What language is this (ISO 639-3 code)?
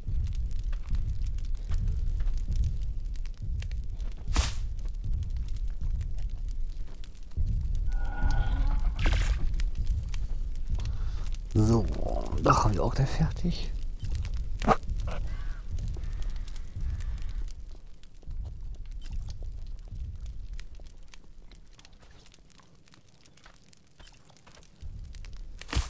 deu